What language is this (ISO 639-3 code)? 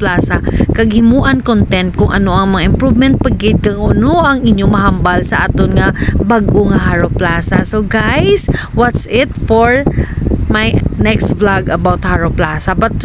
hil